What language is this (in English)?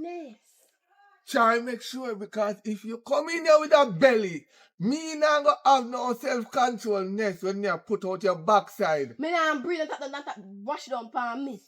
Jamaican Creole English